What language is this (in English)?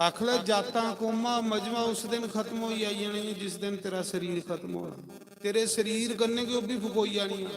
Dogri